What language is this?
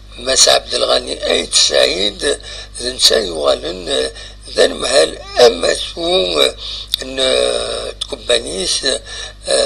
Kabyle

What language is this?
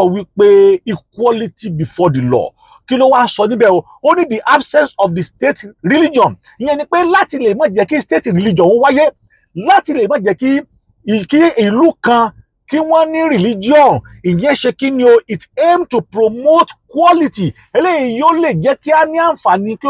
Yoruba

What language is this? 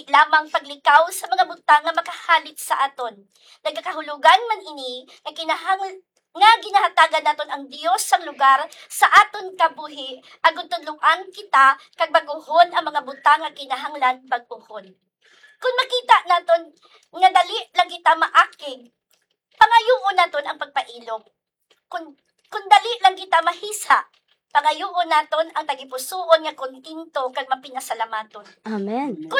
Hiligaynon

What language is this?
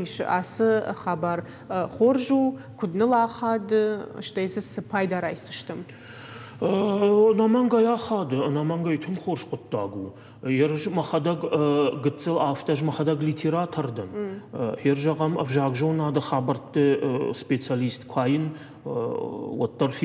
Ossetic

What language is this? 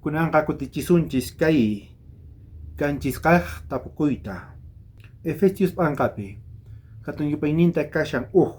South Bolivian Quechua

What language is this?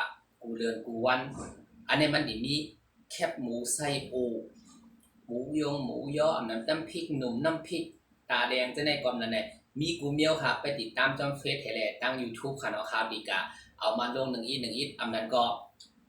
Shan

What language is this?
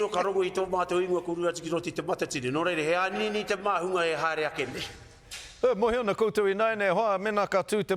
Māori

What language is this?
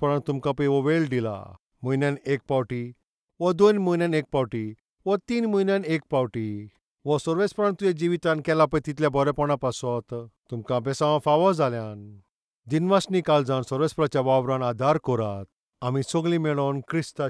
Konkani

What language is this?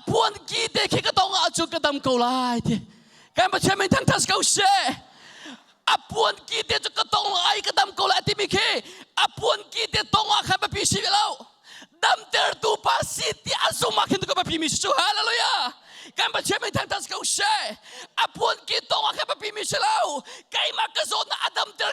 Hakha Chin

